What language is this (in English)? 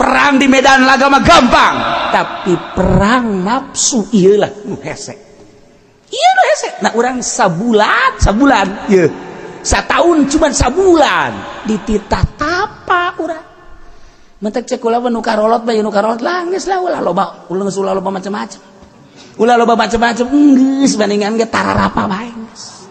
Sundanese